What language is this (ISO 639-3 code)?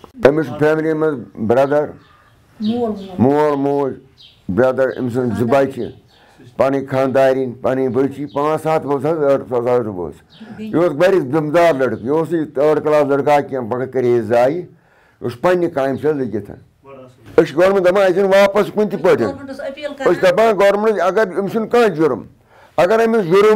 kas